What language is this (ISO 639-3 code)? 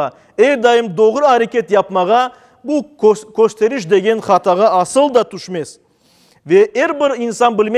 crh